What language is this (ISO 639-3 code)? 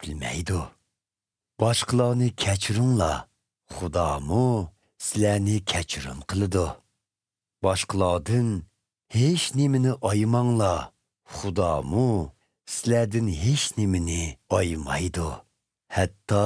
uig